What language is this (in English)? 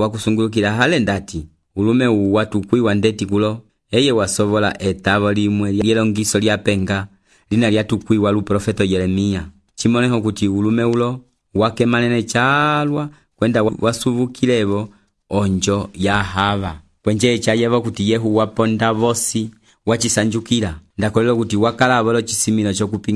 Umbundu